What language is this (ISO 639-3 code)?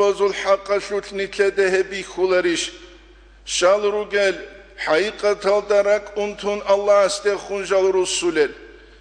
ava